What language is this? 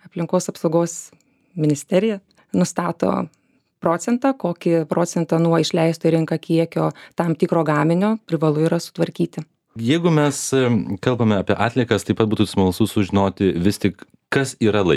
Lithuanian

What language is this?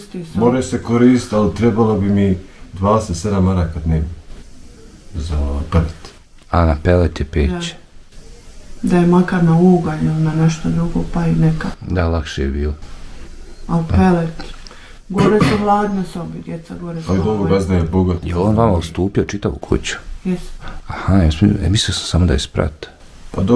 Bosnian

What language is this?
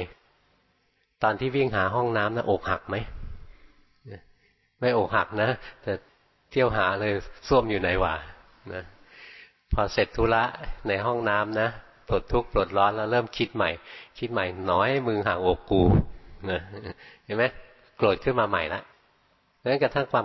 Thai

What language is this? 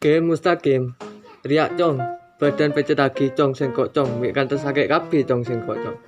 Madurese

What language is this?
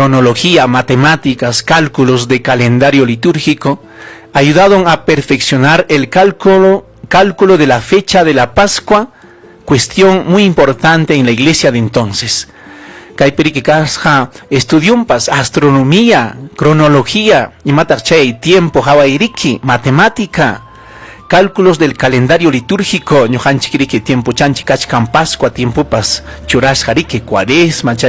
Ayacucho Quechua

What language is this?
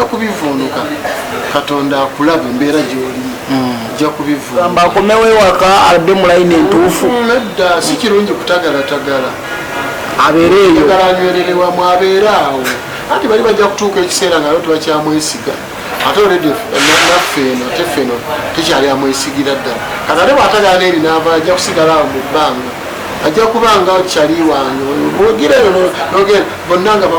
Ganda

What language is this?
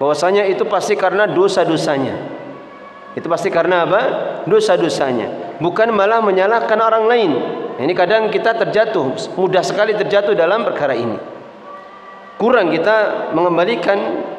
Indonesian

